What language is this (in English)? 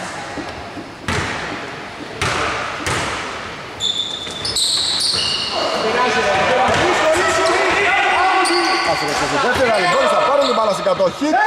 Greek